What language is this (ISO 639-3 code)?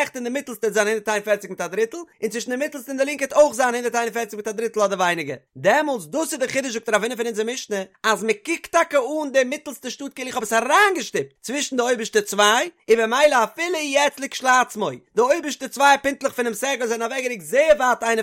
yid